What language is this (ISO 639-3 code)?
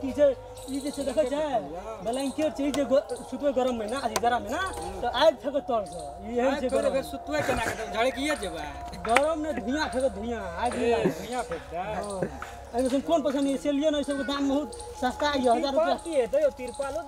mai